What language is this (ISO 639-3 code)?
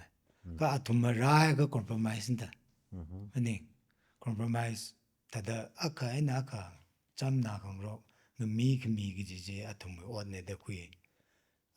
nmf